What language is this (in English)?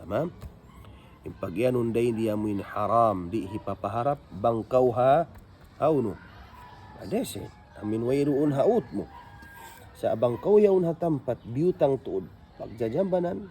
Tausug